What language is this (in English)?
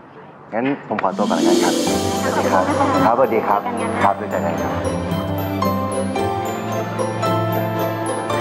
Thai